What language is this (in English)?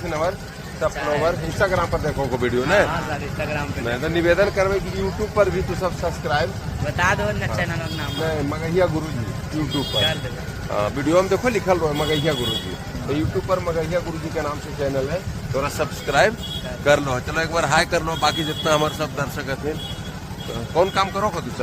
Magahi